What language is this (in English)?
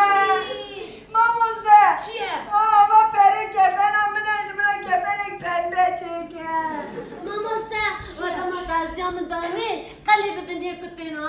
Kurdish